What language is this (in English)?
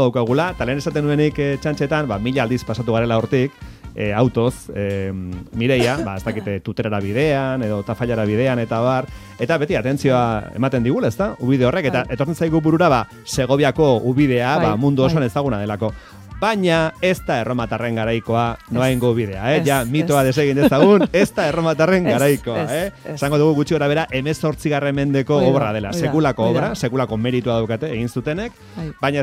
Basque